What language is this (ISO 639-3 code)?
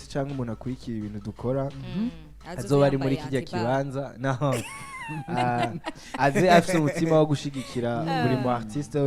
run